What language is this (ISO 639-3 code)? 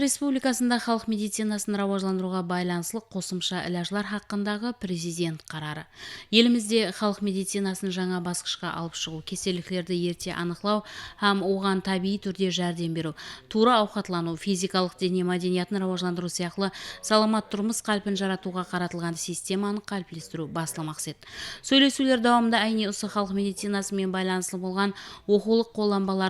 kaa